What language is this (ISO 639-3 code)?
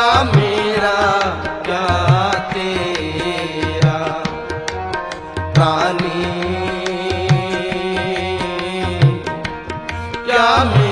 hin